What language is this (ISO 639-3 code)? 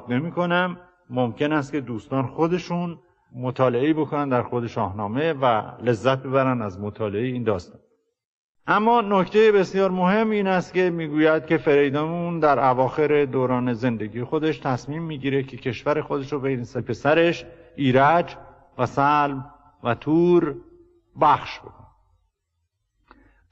fas